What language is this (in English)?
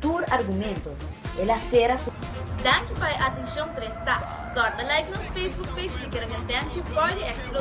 Papiamento